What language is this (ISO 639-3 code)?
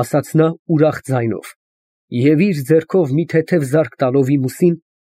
hye